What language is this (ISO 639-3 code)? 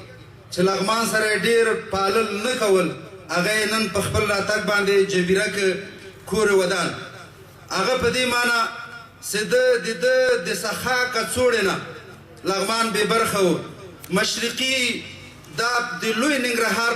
pus